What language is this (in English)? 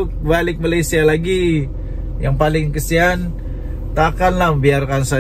Malay